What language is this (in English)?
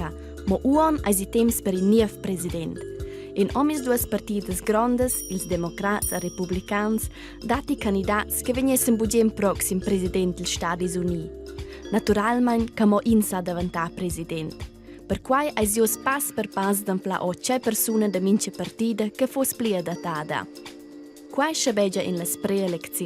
Romansh